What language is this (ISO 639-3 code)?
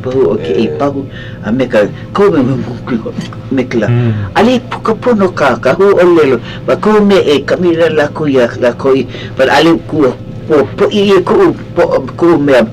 haw